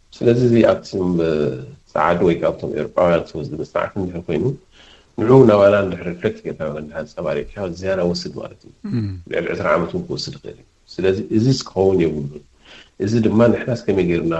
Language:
Tigrinya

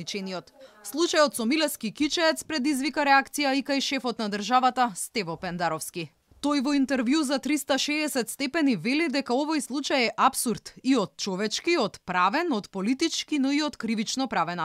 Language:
Macedonian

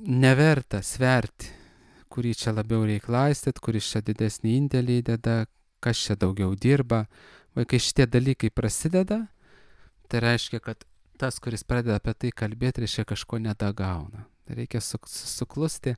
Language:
Lithuanian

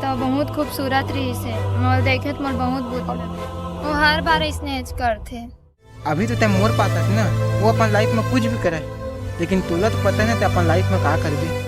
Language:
Chhattisgarhi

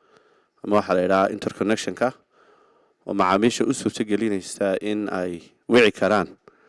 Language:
Somali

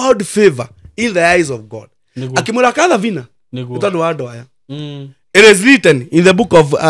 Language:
Kikuyu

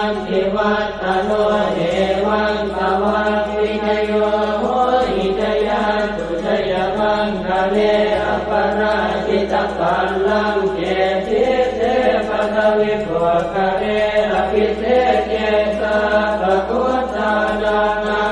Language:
Pali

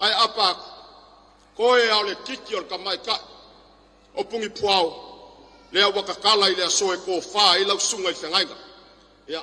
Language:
Samoan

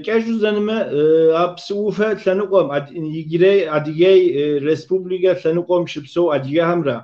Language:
Kabardian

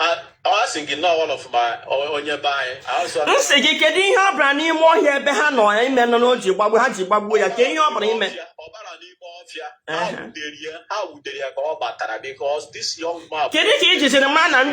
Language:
Igbo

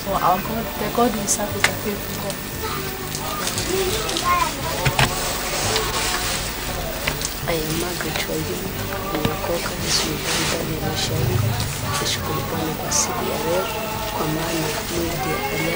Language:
Swahili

